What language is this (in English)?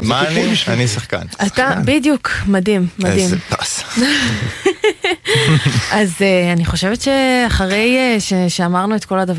Hebrew